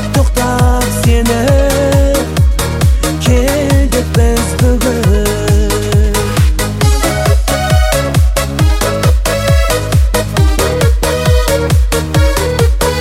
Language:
Kazakh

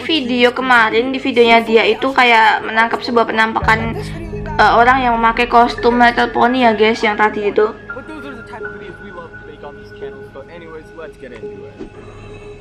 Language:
Indonesian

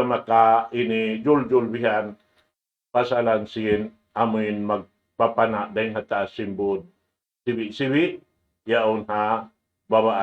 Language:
Tausug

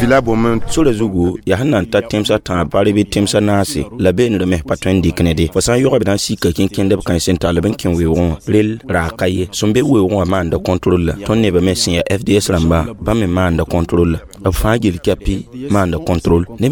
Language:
Mossi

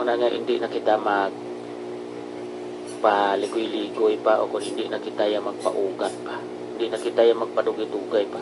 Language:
Hiligaynon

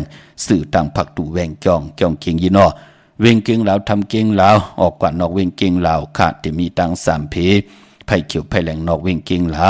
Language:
Shan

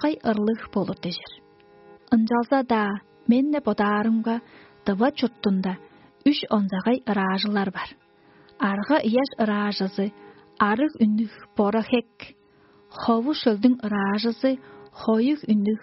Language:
Tuvinian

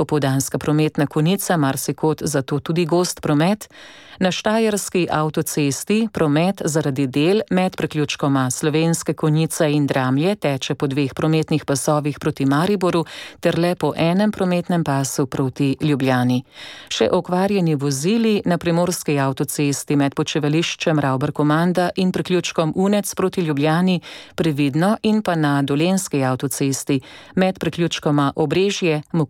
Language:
Slovenian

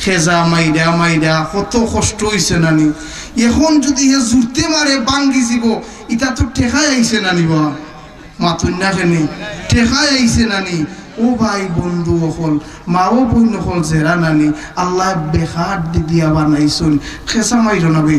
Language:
Sylheti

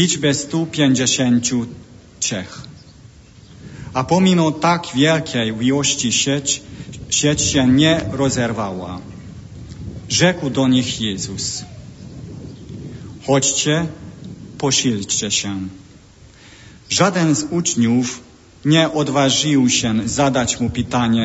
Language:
Polish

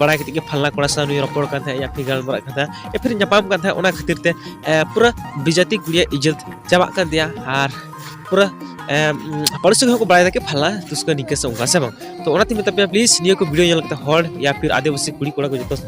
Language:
Santali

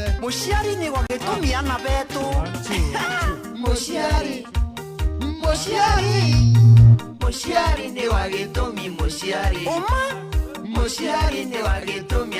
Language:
Meru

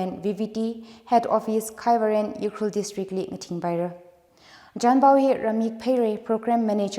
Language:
Tangkhul Naga (India)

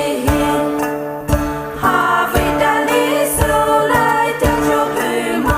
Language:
Poumei Naga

